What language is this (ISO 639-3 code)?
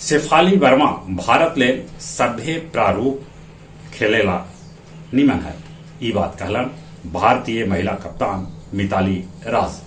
mag